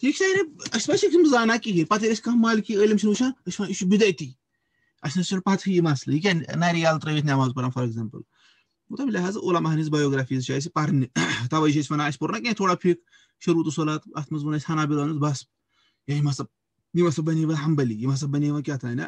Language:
Kashmiri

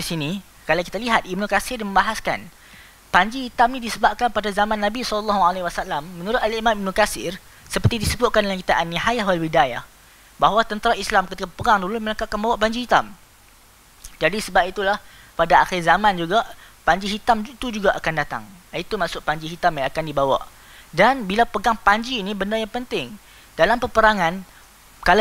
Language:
Malay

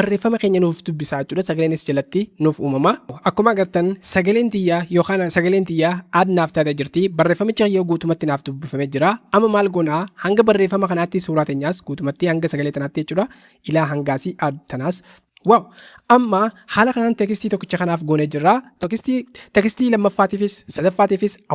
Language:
Oromo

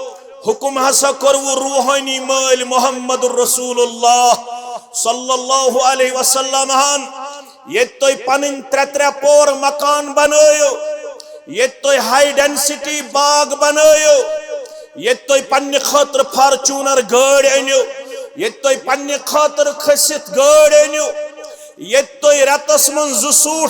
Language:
Kashmiri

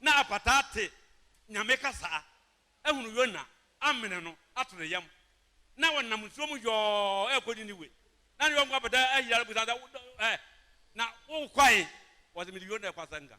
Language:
Akan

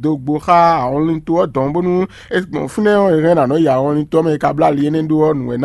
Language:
Fon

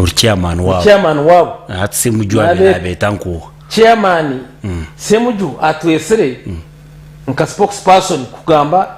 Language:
Nyankole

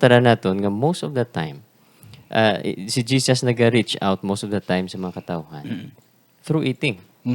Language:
Hiligaynon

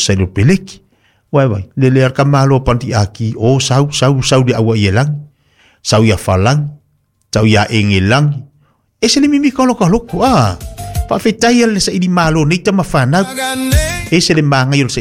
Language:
Samoan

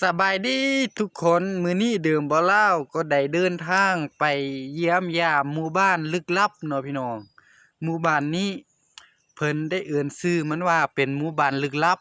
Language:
Lao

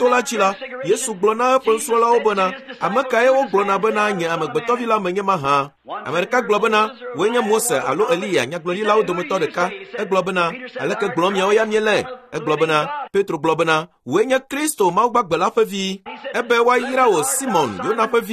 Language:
Ewe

